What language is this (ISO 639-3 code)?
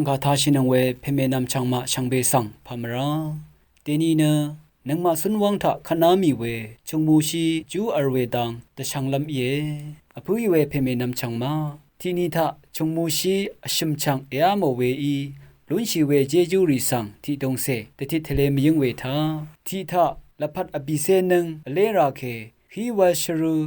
raw